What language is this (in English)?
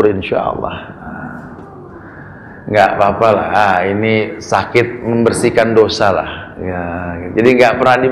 Indonesian